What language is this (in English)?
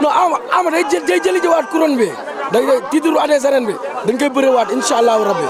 Wolof